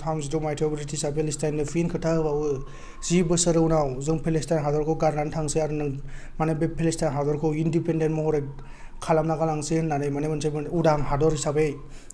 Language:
Bodo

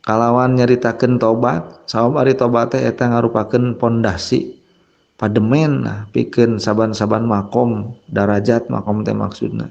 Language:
Sundanese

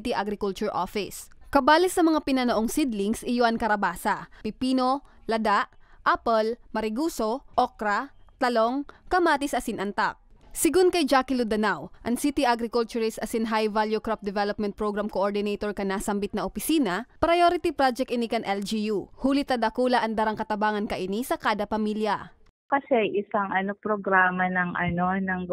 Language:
Bikol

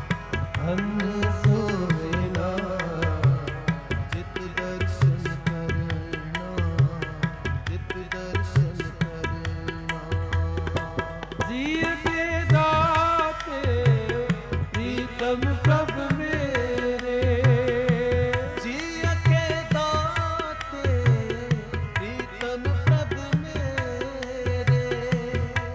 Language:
Punjabi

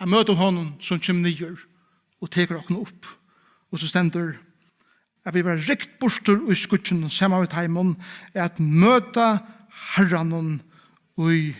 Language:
Faroese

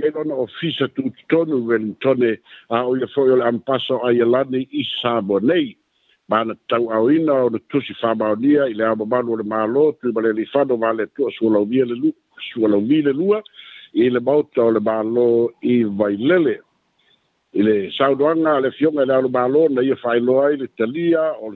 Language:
Samoan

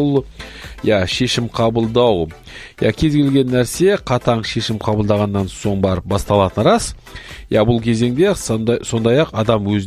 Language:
Kazakh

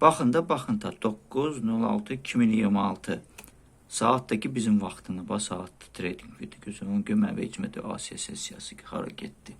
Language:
Azerbaijani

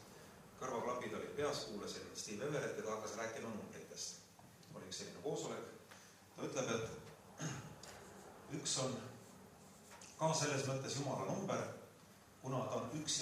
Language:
Estonian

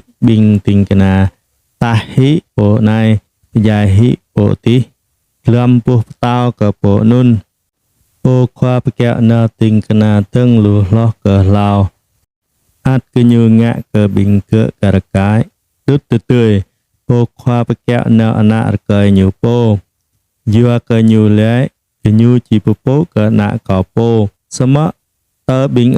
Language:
Jarai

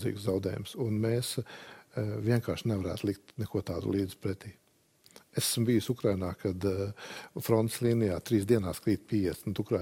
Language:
Latvian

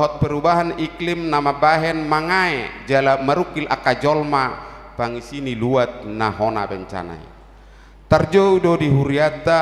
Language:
Batak Toba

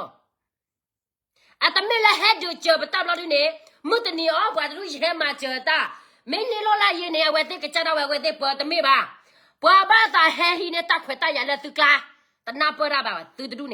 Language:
S'gaw Karen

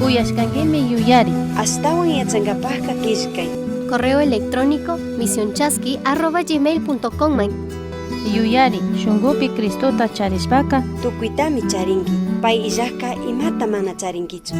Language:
Chimborazo Highland Quichua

